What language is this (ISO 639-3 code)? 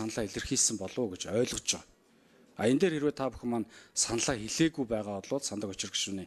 mon